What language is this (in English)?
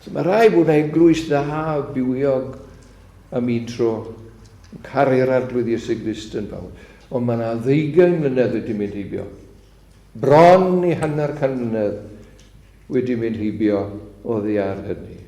Welsh